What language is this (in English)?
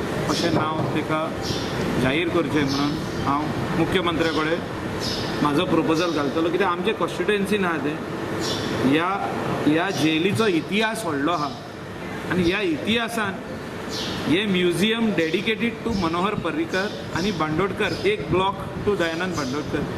Konkani